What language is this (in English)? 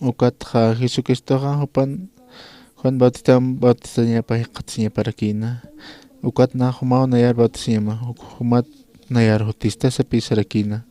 Aymara